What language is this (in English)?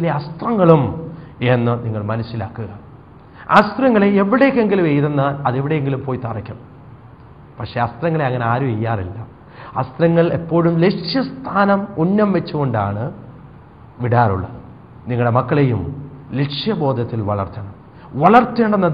Malayalam